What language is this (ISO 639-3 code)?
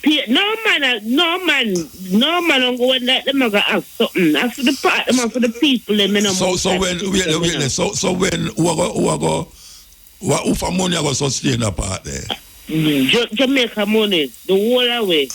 jam